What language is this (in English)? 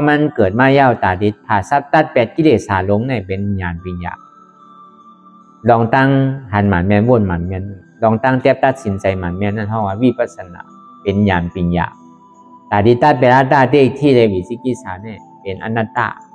Shan